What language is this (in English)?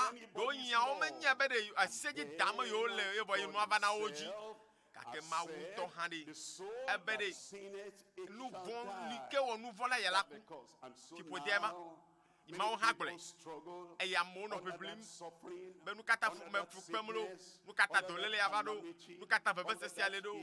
Ewe